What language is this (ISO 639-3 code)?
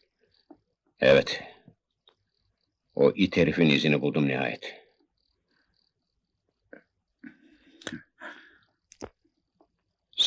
tur